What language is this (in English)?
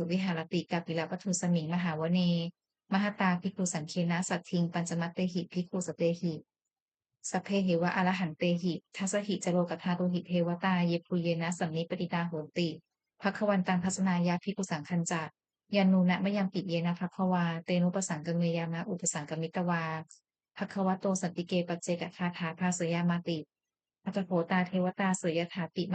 Pali